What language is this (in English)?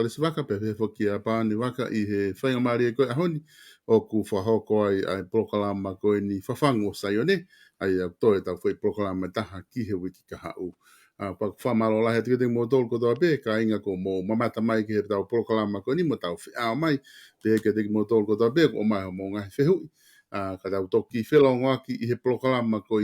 Tongan